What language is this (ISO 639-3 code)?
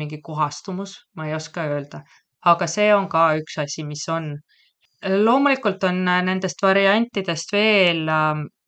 est